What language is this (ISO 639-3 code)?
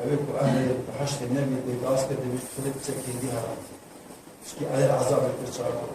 kur